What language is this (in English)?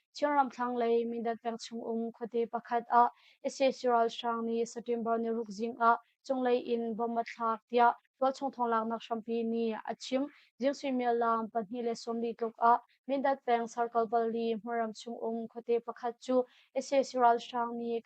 Hakha Chin